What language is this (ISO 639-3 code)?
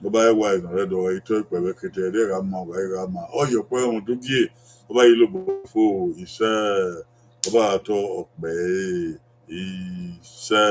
bin